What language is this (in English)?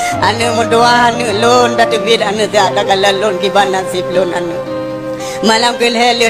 Achinese